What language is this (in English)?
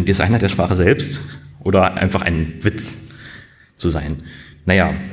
German